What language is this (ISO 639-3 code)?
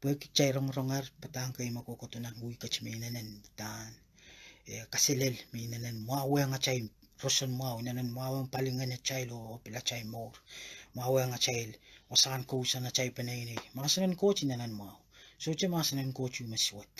pon